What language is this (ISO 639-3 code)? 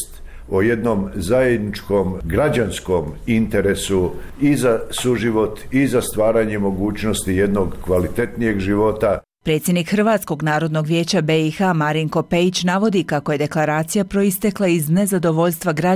hrv